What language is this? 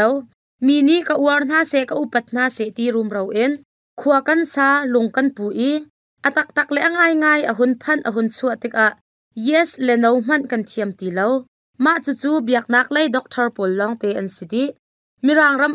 Hakha Chin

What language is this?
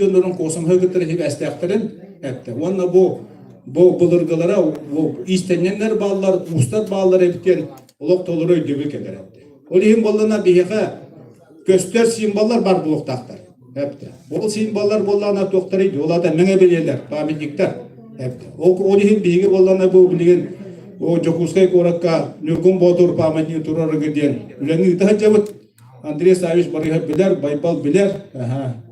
Yakut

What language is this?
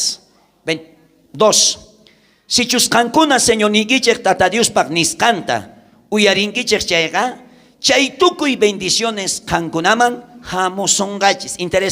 South Bolivian Quechua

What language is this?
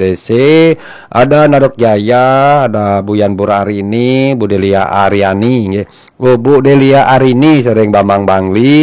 Balinese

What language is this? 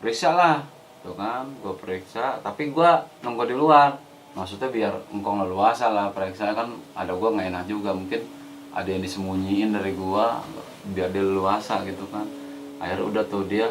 Betawi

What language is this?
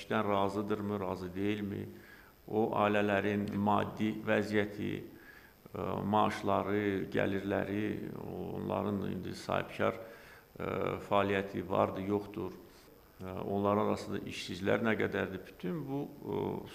Azerbaijani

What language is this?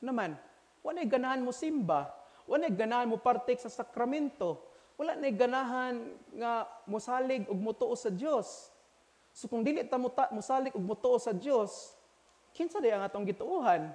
Cebuano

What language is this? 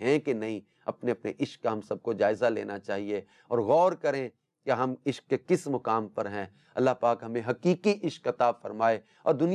Urdu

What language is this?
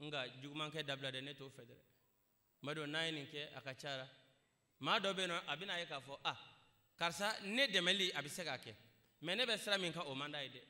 Bambara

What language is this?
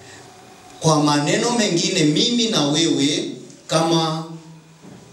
Swahili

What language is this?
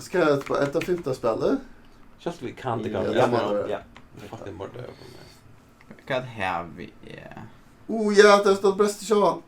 Faroese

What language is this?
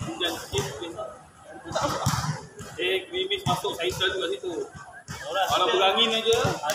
Malay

